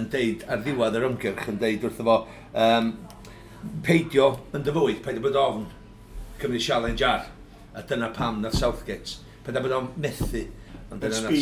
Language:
Welsh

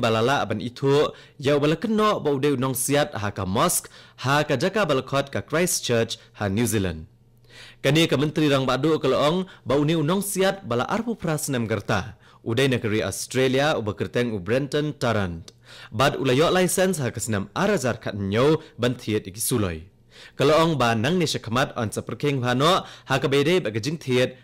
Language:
Khasi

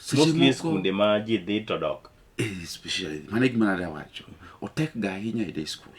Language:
Luo (Kenya and Tanzania)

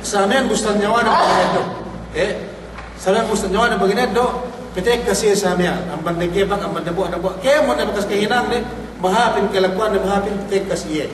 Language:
Yakan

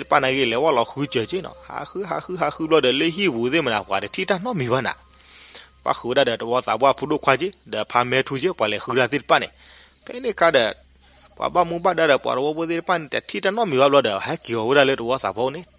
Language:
S'gaw Karen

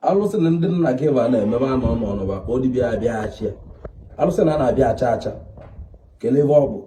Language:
Igbo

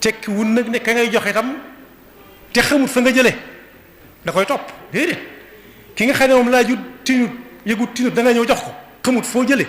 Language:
Wolof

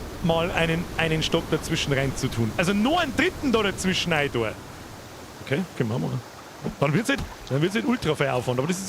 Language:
Bavarian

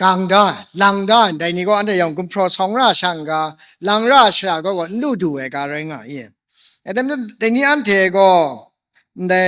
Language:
Kachin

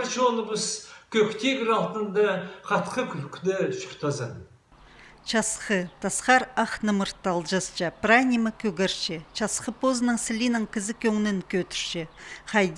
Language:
Khakas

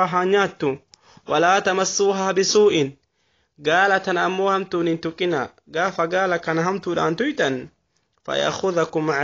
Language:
Oromo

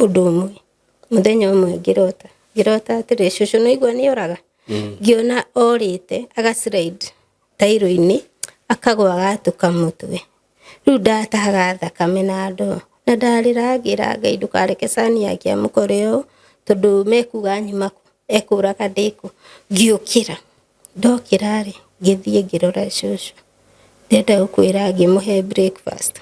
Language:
Kikuyu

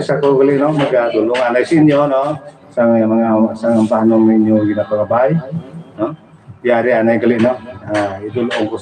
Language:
Hiligaynon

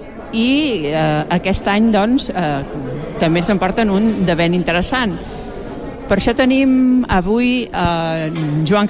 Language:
Catalan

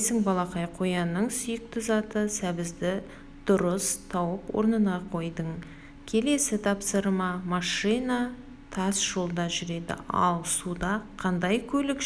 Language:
Kazakh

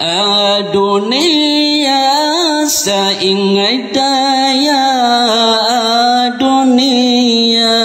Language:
Maranao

